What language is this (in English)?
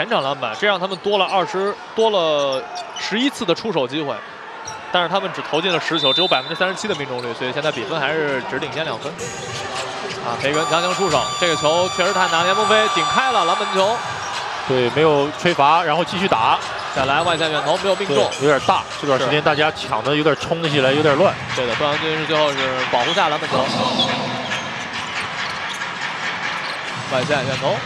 Chinese